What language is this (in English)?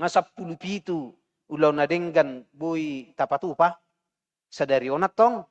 Batak Toba